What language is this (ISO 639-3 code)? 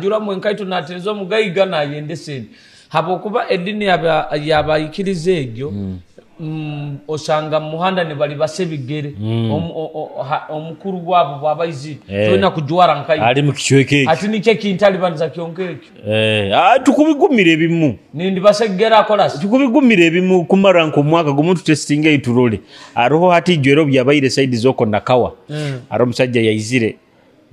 nyo